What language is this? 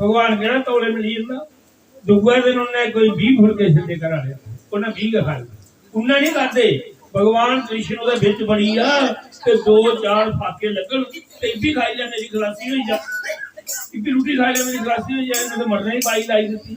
Dogri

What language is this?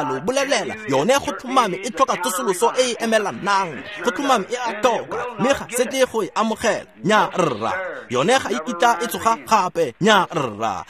Tswana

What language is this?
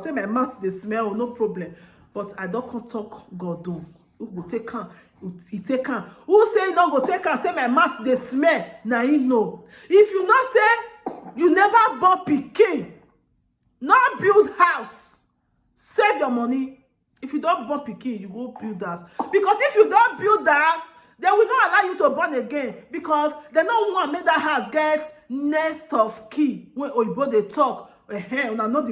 Nigerian Pidgin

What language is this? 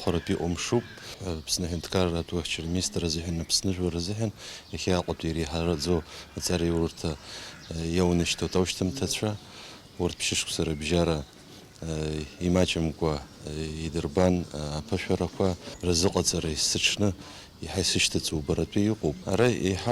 Abkhazian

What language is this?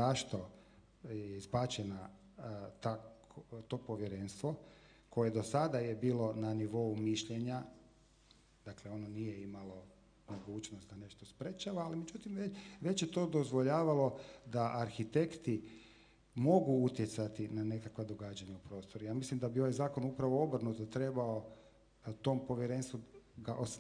Croatian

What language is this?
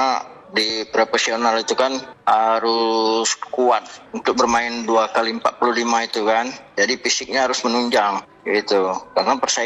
Indonesian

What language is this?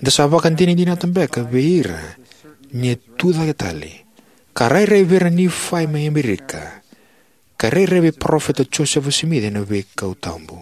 Fijian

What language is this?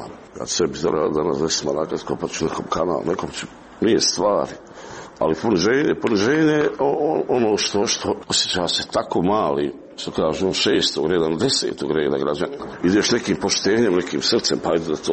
Croatian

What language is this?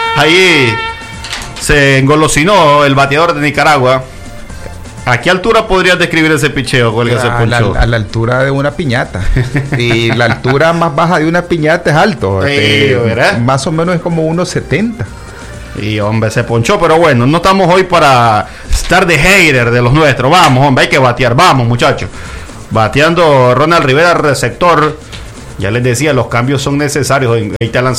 Spanish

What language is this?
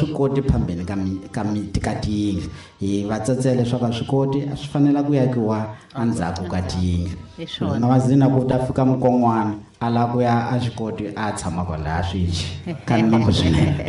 Tsonga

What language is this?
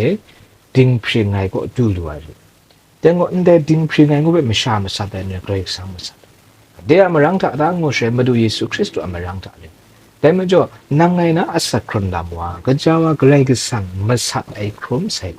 Kachin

